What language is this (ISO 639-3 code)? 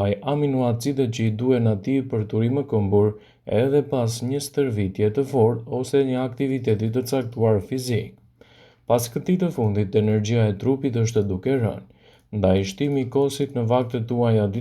sqi